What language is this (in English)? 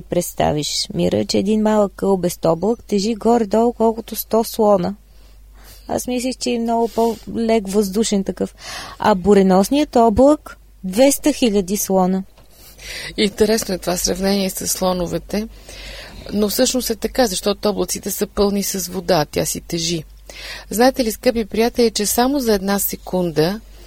Bulgarian